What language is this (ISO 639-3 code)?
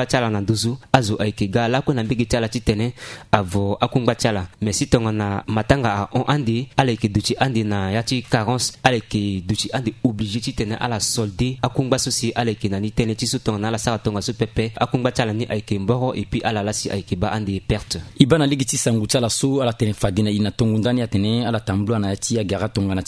sag